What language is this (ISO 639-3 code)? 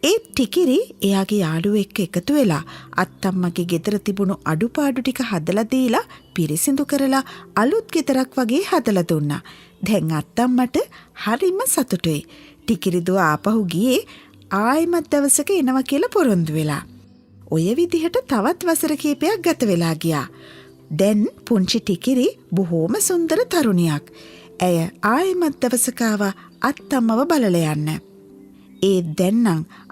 sin